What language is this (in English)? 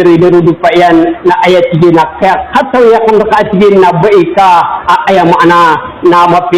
Maranao